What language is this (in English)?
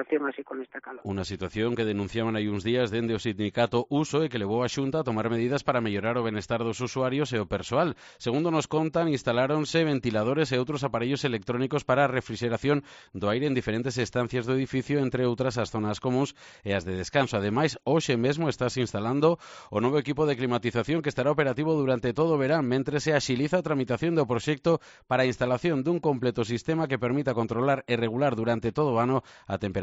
Galician